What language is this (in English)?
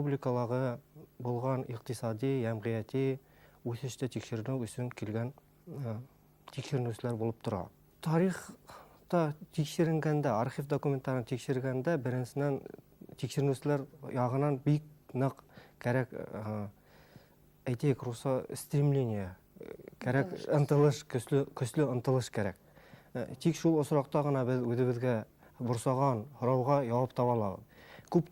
Bashkir